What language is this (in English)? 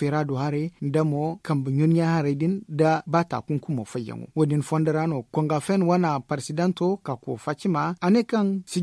Zarma